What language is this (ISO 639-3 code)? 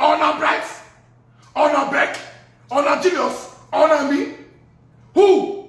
pcm